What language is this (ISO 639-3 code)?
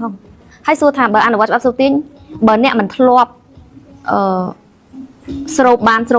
khm